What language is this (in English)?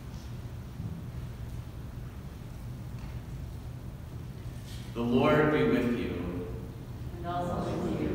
English